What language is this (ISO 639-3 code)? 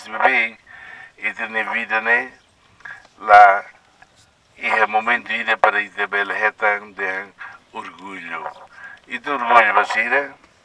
tet